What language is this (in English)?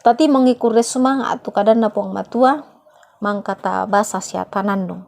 Toraja-Sa'dan